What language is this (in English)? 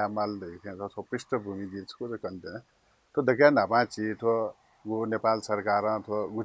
Newari